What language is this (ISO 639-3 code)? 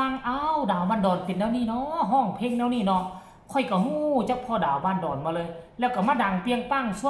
tts